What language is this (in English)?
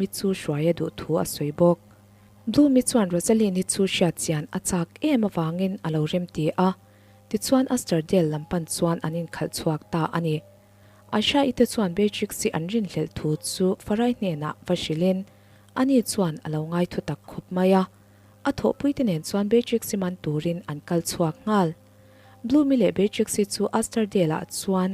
Mizo